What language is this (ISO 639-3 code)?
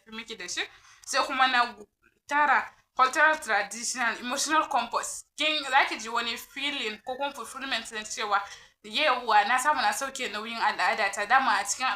hau